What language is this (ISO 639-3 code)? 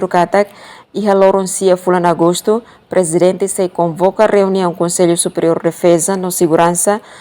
tet